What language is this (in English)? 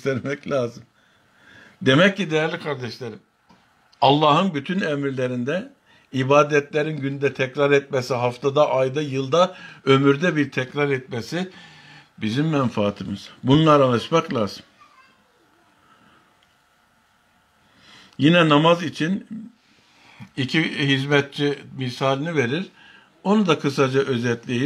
Turkish